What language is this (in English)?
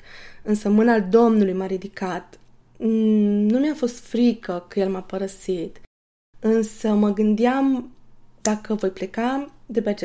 Romanian